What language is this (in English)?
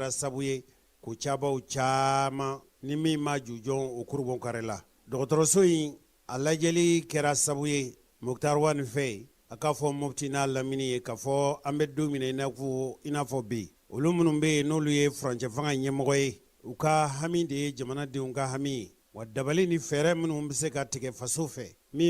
Bambara